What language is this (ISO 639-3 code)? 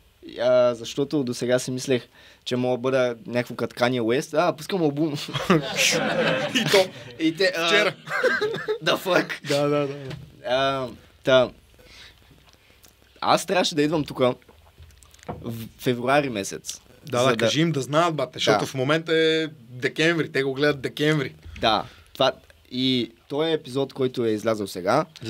bul